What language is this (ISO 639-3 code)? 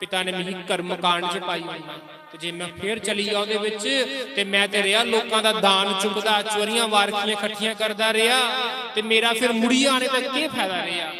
doi